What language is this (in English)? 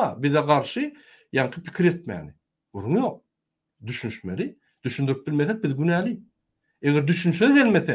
Turkmen